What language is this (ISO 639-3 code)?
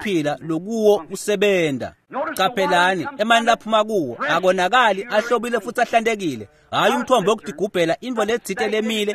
ssw